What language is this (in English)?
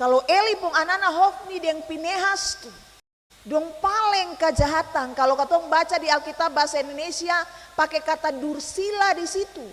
Ambonese Malay